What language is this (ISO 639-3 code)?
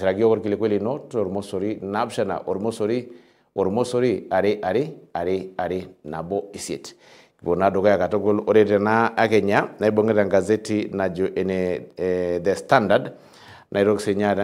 mas